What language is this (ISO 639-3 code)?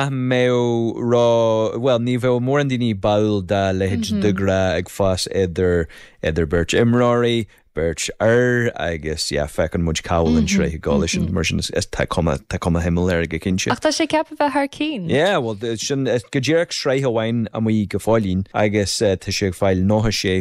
gle